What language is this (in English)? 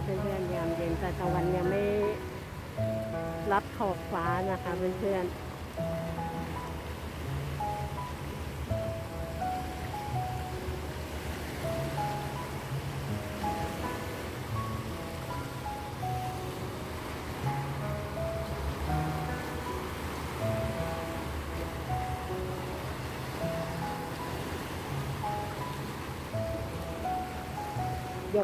Thai